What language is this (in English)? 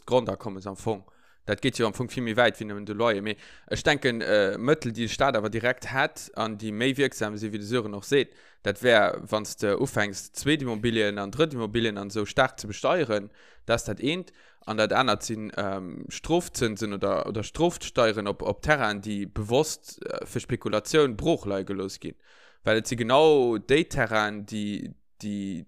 Luxembourgish